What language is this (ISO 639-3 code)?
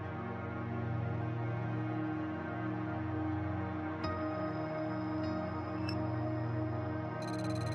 por